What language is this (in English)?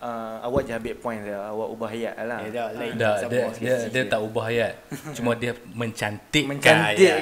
Malay